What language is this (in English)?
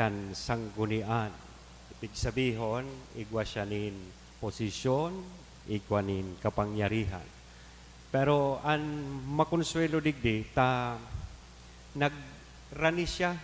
Bikol